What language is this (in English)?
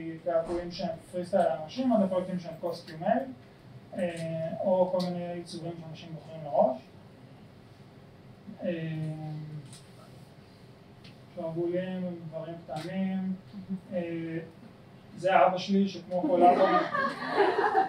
Hebrew